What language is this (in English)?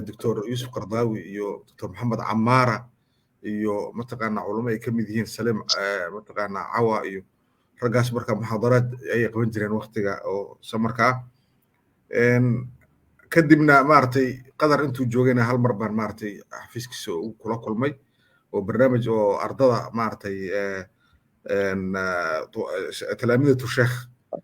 Somali